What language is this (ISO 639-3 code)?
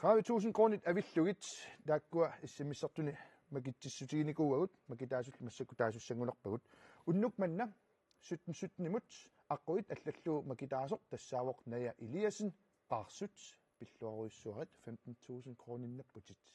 kal